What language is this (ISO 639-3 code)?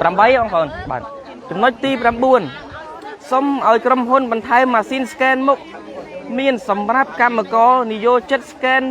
khm